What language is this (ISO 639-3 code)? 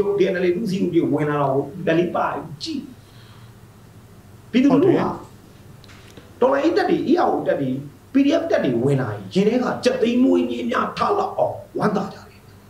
mya